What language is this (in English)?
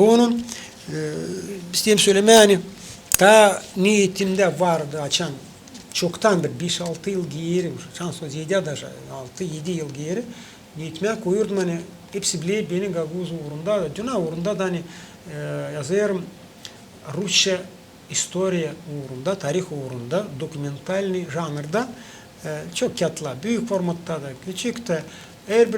Gagauz